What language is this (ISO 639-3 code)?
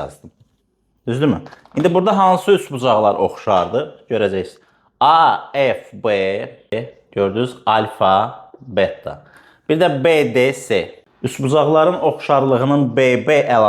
aze